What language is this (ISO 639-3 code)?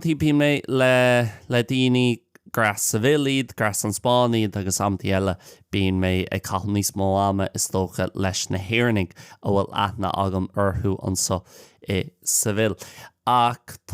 gle